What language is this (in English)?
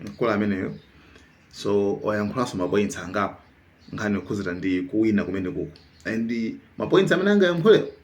Nyanja